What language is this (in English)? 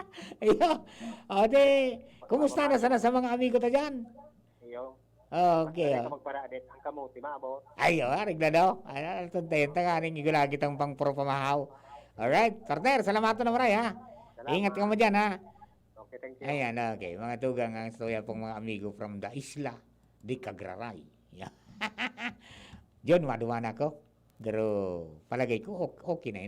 Bikol